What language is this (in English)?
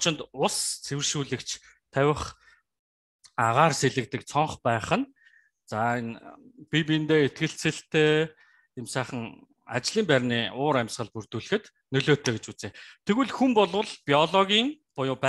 Mongolian